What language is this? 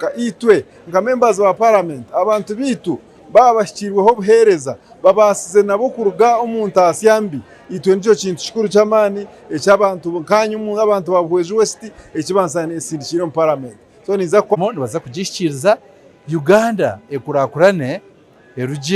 Nyankole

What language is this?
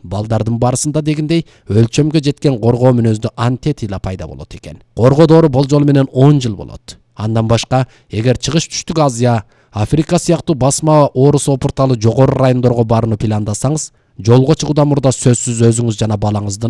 Kyrgyz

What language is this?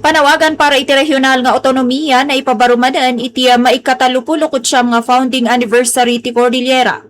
Iloko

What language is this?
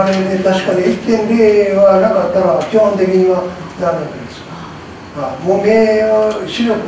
Japanese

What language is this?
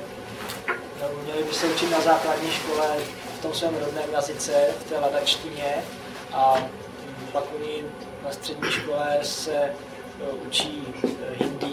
Czech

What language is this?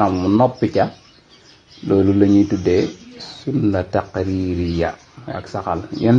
Wolof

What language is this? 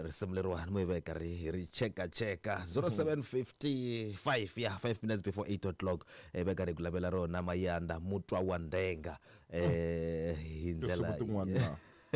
Tsonga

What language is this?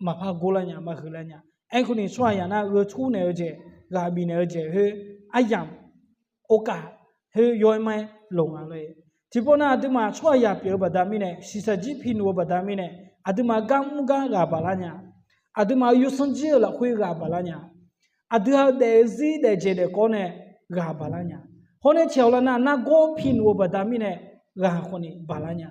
Akha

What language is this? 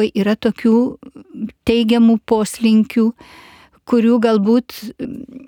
Lithuanian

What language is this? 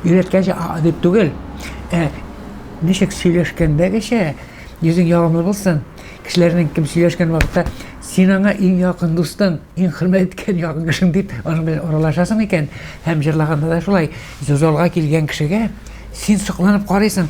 Tatar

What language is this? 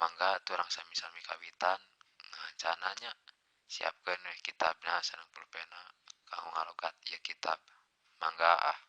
Sundanese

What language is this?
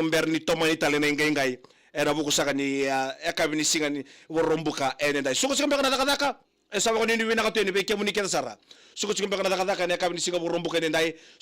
Fijian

